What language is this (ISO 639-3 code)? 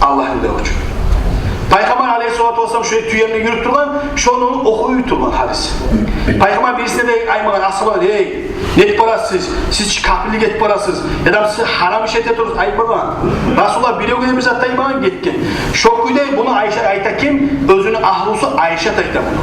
kum